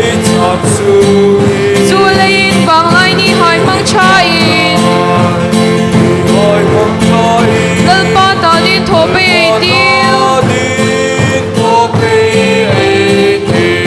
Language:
Hmar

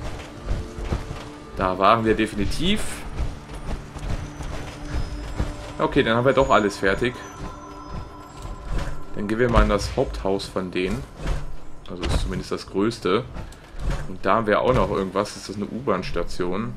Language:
German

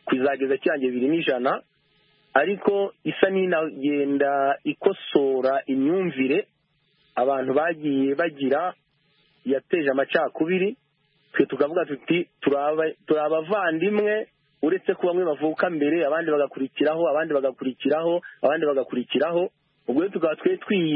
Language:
Kinyarwanda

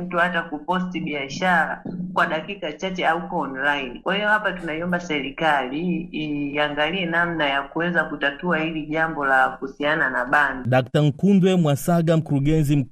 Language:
Swahili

